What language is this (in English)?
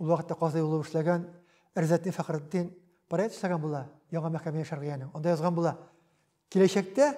Tatar